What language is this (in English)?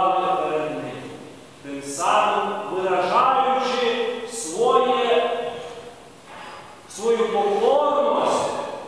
Ukrainian